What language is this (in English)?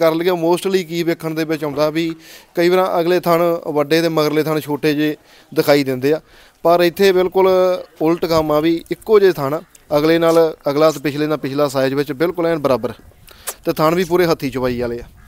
Punjabi